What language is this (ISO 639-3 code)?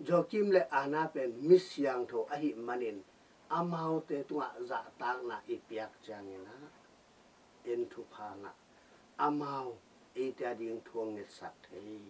ctd